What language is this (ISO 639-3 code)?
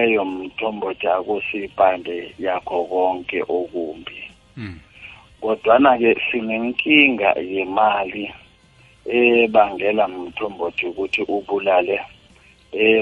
nbl